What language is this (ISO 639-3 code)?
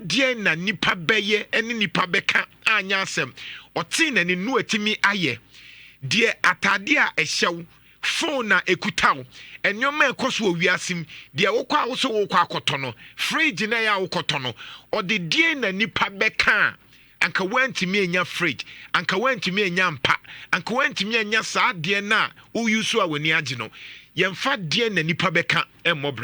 aka